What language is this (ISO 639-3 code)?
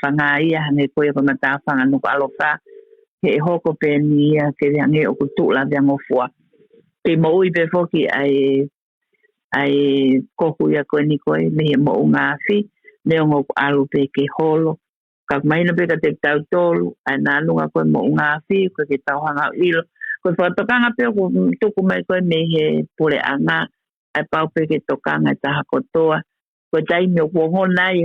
ton